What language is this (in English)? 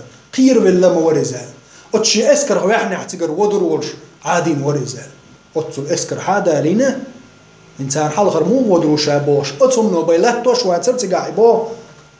Chechen